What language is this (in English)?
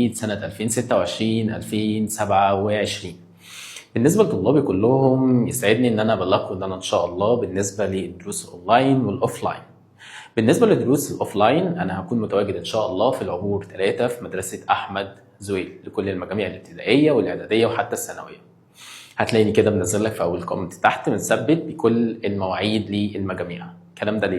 Egyptian Arabic